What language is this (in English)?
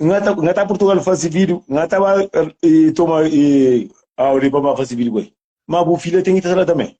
Kabuverdianu